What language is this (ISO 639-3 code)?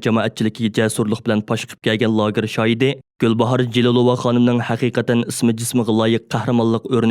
uig